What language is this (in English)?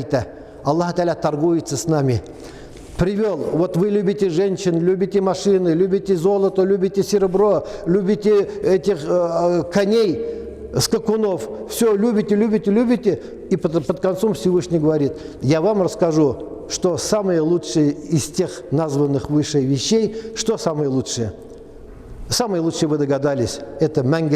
Tatar